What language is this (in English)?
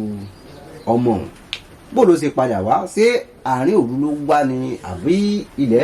Yoruba